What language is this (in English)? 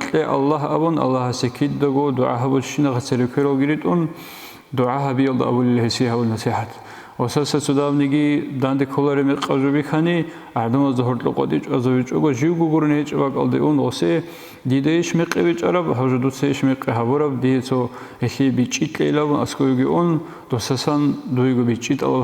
Avaric